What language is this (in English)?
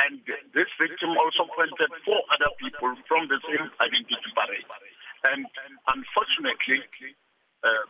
English